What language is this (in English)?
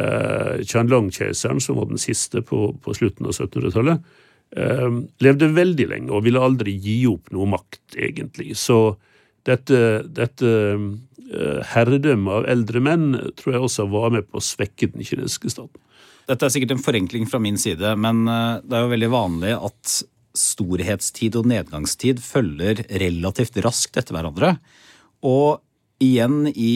Norwegian